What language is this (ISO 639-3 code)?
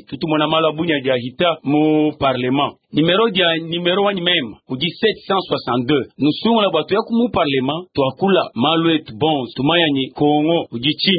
lua